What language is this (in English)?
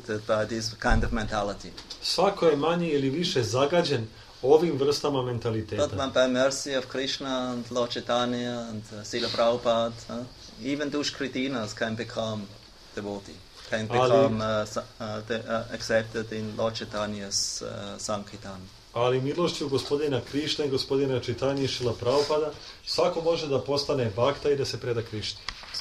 Serbian